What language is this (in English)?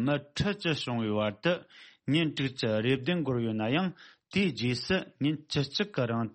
Tibetan